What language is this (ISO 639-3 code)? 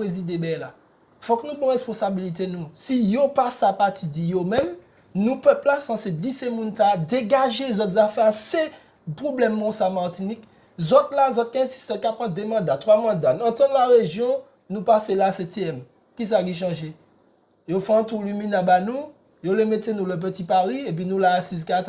gcf